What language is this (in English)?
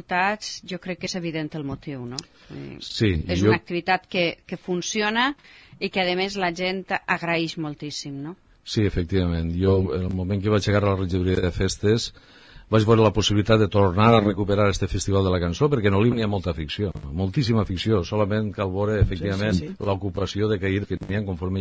Catalan